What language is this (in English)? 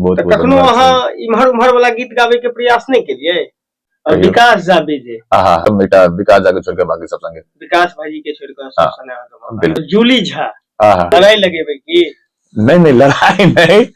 Maithili